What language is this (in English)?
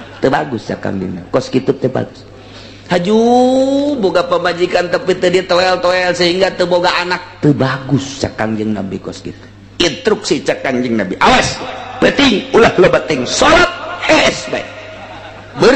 Sundanese